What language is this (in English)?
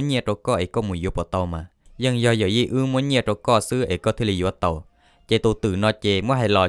Hmong